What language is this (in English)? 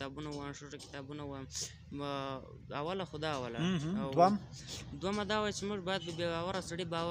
Pashto